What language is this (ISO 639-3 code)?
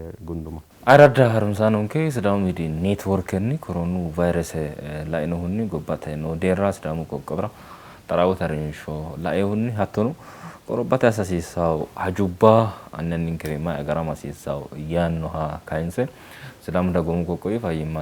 sid